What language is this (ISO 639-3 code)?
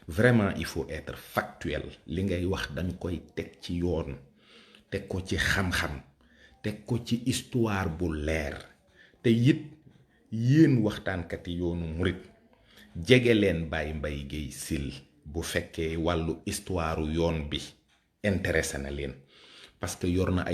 wol